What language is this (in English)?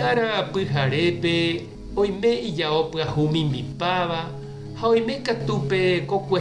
Guarani